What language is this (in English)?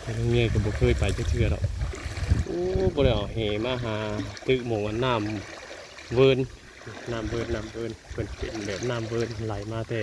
Northeastern Thai